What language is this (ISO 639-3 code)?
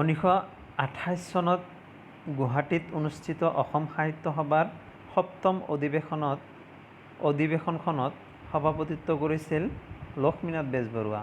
asm